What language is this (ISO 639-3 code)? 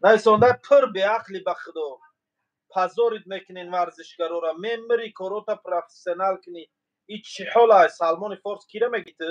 tgk